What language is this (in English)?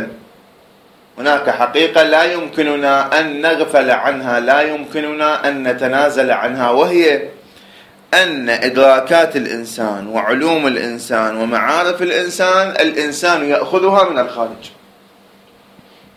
Arabic